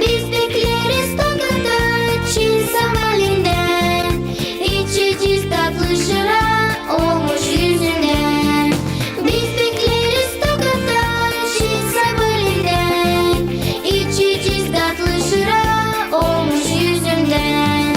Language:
Gagauz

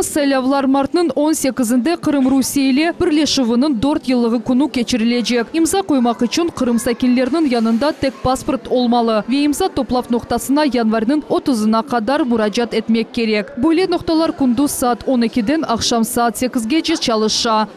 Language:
Crimean Tatar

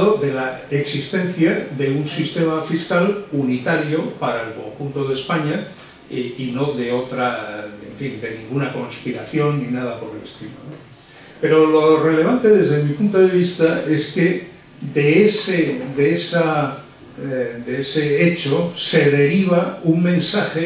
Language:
Spanish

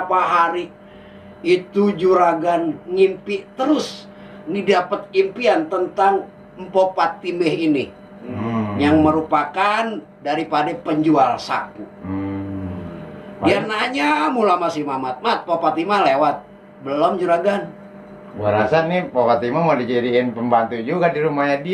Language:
Betawi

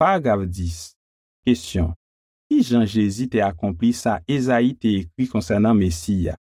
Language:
Haitian Creole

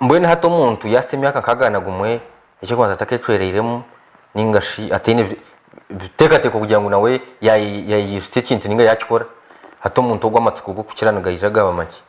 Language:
Nyankole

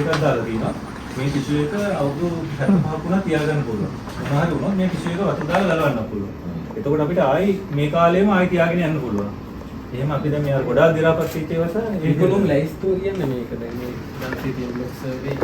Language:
Sinhala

